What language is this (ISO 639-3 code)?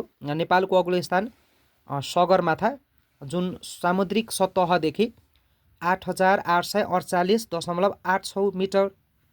nep